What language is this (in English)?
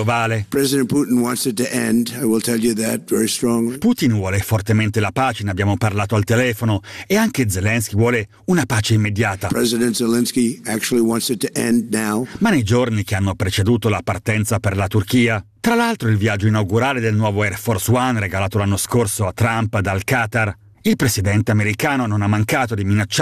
Italian